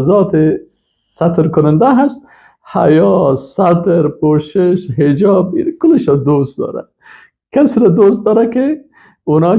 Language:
Persian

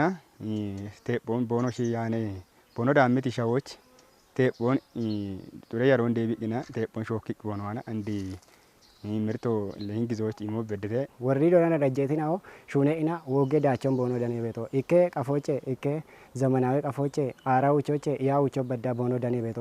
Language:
Kafa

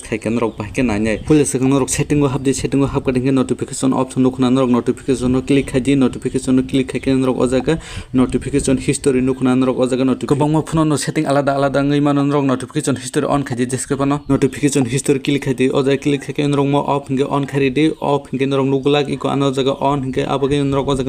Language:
Kok Borok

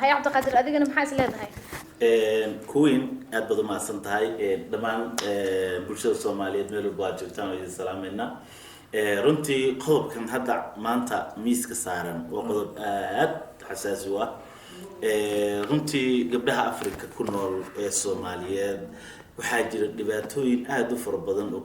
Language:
Somali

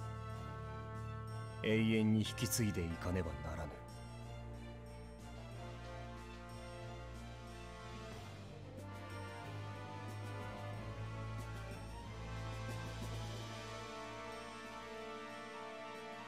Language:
Japanese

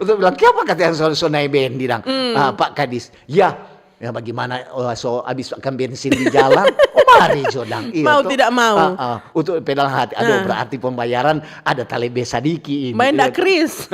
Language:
Manado Malay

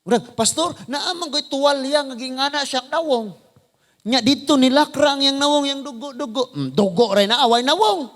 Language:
Cebuano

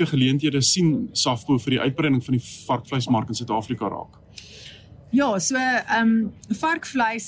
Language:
Afrikaans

